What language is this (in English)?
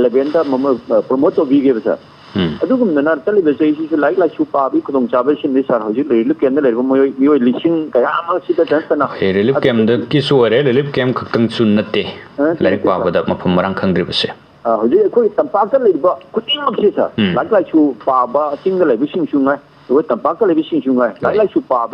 Manipuri